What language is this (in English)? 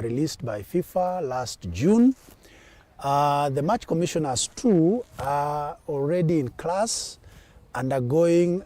Kamba